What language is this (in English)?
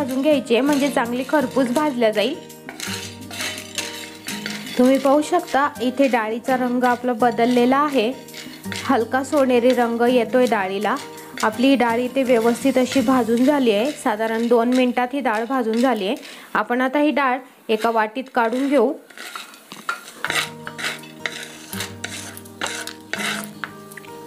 Marathi